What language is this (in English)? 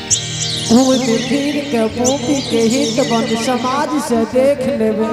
Angika